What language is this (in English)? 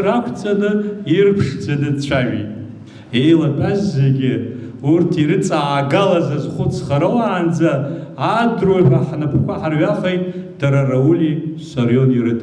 Abkhazian